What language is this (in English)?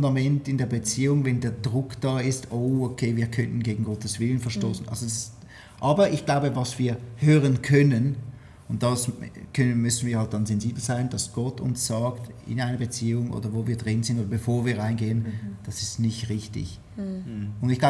Swiss German